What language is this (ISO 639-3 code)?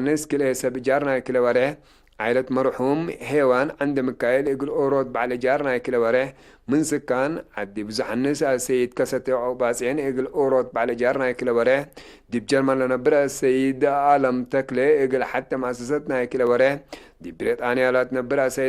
tig